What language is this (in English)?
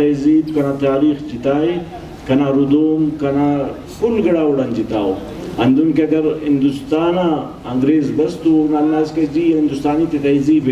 Brahui